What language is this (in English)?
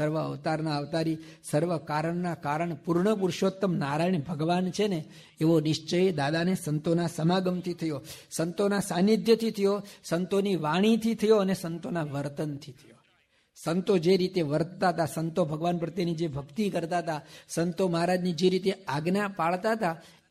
Gujarati